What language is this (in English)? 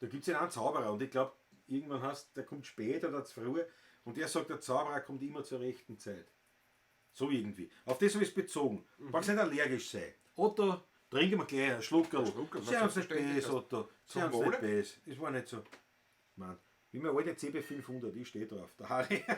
Bavarian